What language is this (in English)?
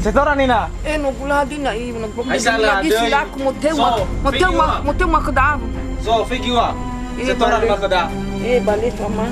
Nias